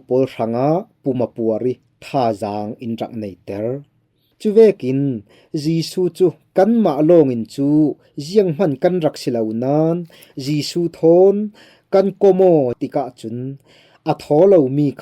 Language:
Falam Chin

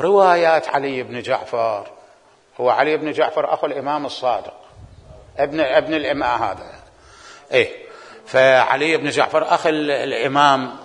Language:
Mesopotamian Arabic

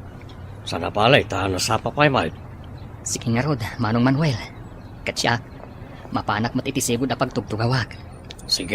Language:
Iloko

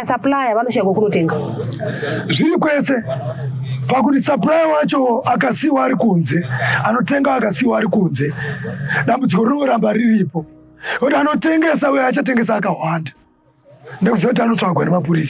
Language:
Shona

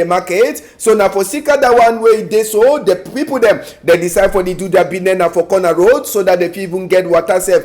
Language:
Cameroon Pidgin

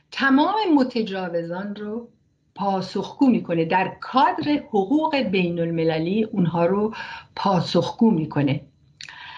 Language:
Persian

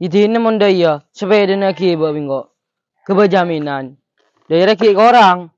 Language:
Madurese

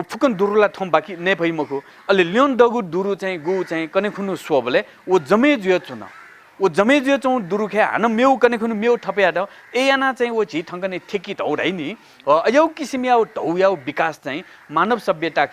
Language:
Newari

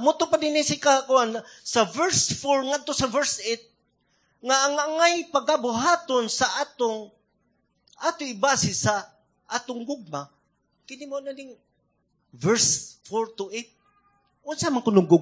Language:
Cebuano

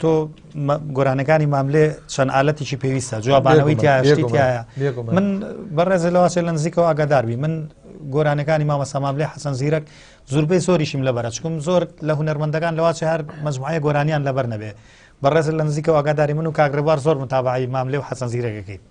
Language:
Central Kurdish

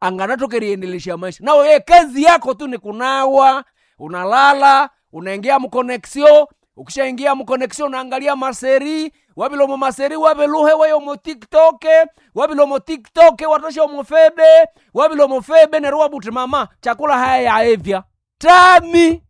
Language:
Nande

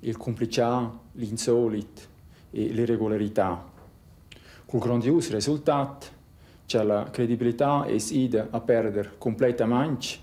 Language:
Romansh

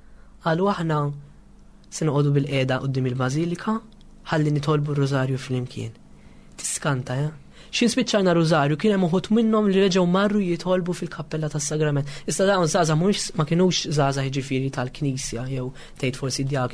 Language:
Maltese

